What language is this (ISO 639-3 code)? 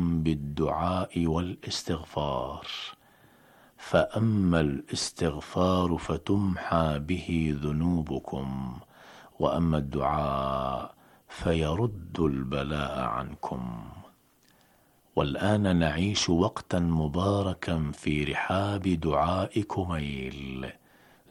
ara